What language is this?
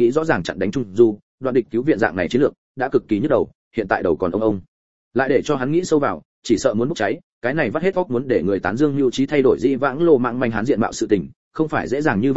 Vietnamese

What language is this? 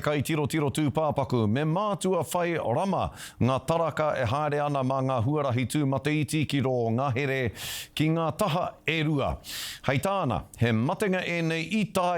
Māori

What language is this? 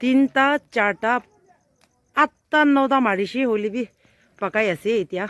Naga Pidgin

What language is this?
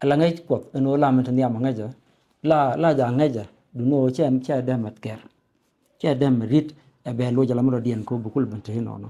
Nuer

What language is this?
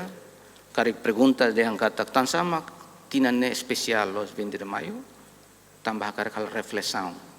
Tetum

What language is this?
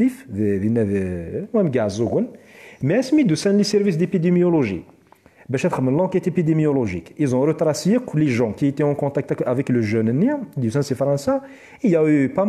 Kabyle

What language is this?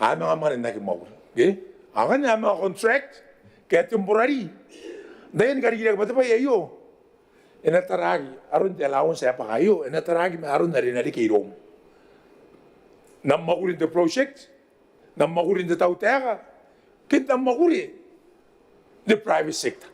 Gilbertese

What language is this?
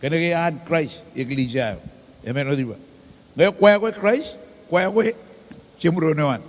Marshallese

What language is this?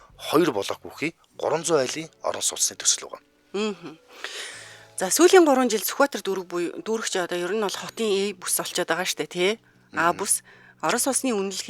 Mongolian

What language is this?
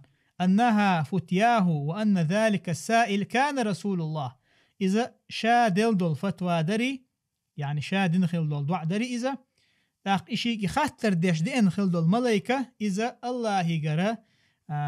Chechen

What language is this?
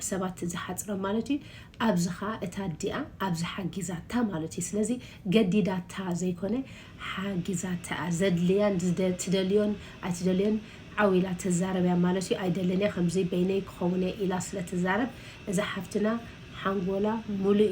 Tigrinya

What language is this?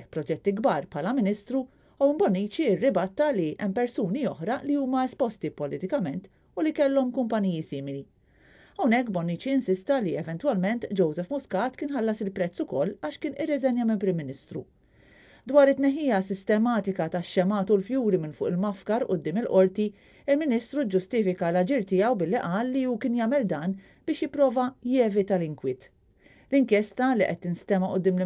Maltese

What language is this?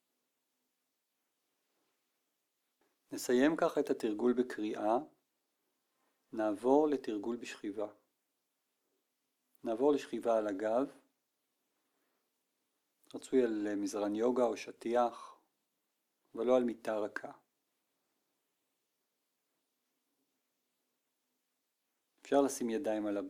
Hebrew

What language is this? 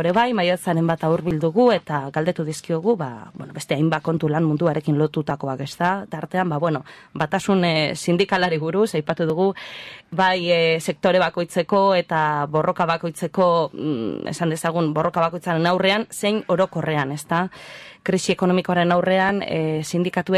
Basque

